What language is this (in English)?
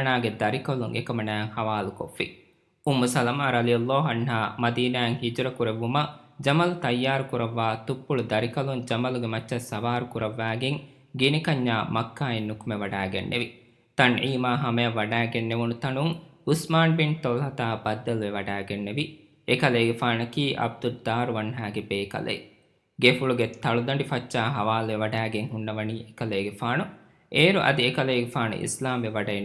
Divehi